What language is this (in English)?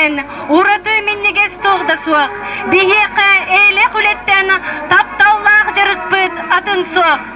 Yakut